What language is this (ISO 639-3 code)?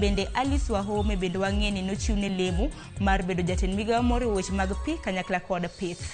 luo